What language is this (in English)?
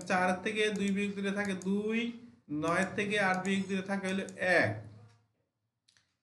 Bangla